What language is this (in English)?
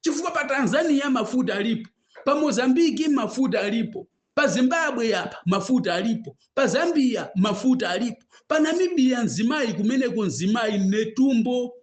Nyanja